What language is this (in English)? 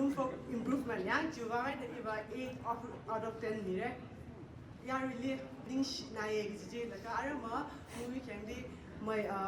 Tangkhul Naga (India)